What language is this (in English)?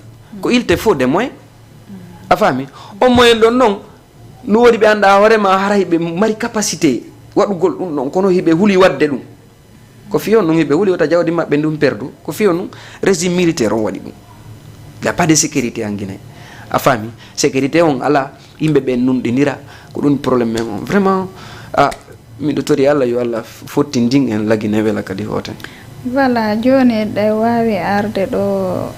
Fula